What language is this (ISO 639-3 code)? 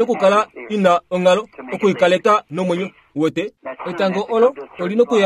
kua